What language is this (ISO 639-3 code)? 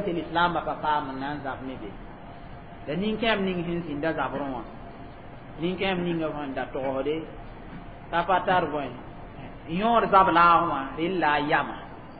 mos